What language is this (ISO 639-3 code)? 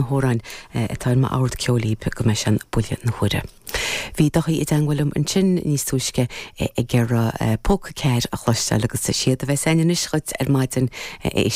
gle